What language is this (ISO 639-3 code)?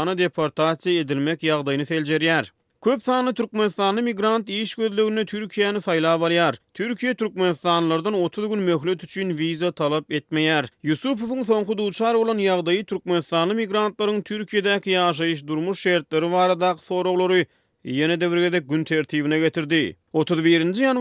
tuk